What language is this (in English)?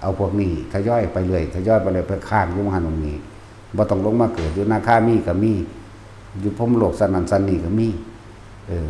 Northeastern Thai